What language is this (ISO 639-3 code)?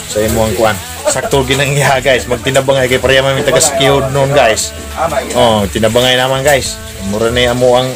ceb